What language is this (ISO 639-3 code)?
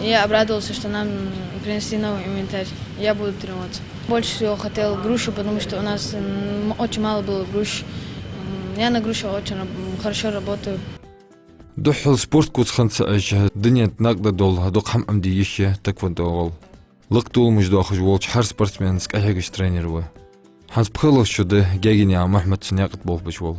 inh